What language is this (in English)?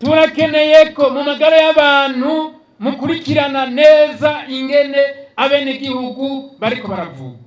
Rundi